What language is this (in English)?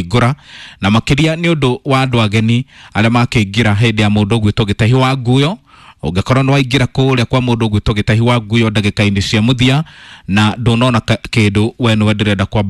Kikuyu